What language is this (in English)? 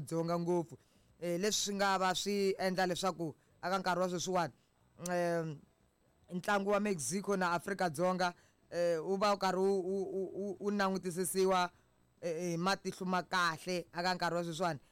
Tsonga